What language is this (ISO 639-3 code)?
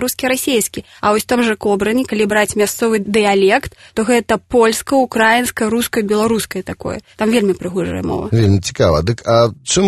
bel